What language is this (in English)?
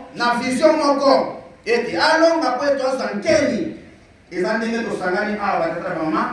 Lingala